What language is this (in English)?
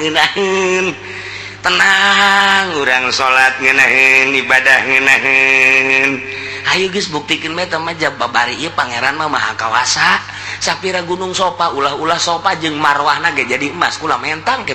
Sundanese